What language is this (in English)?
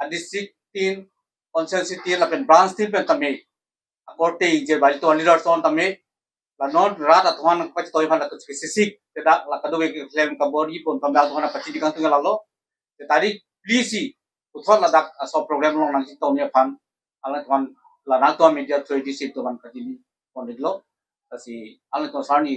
Karbi